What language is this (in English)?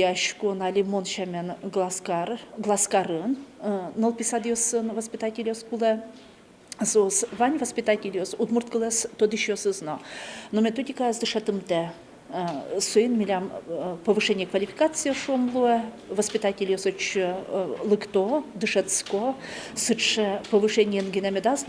Udmurt